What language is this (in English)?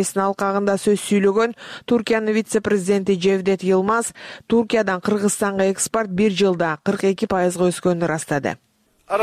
Kyrgyz